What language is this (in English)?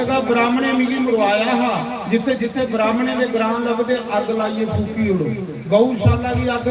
Dogri